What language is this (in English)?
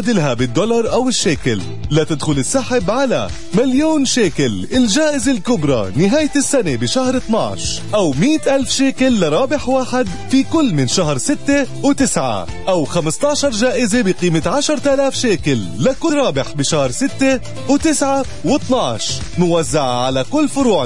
South Levantine Arabic